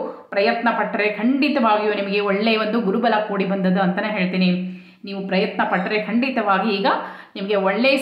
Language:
Kannada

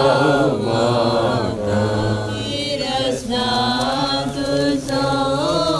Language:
Konkani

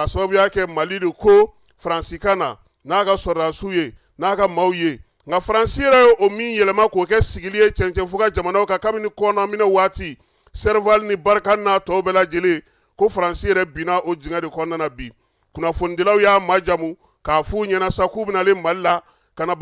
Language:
Bambara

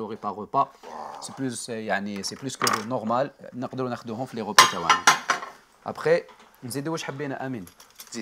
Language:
Algerian Arabic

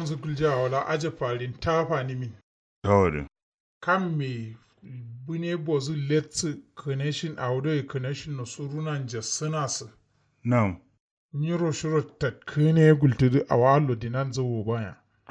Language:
Kanuri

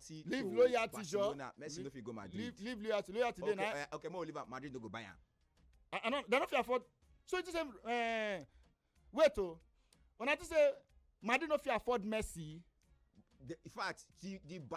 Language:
Nigerian Pidgin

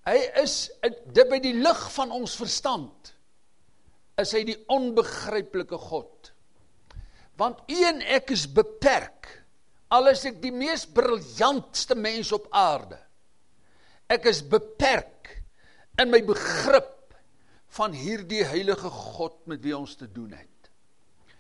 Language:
Afrikaans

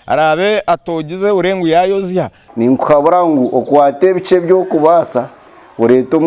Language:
Nyankole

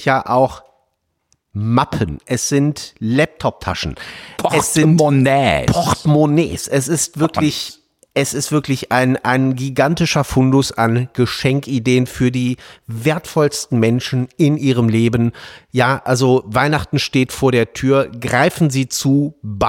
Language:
German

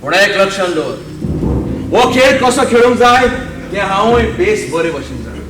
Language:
Konkani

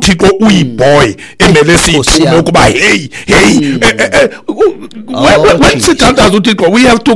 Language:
Xhosa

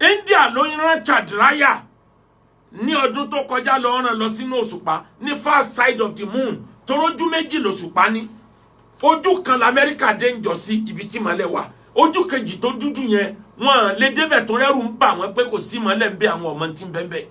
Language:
Yoruba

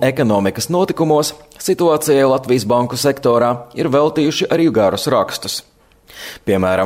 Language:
Latvian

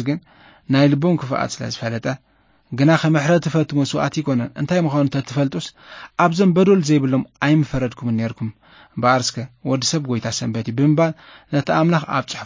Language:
Tigrinya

